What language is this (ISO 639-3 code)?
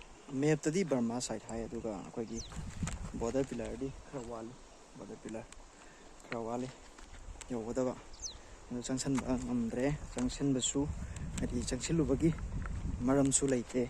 mni